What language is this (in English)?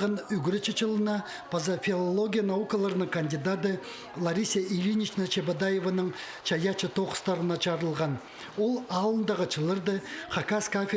Khakas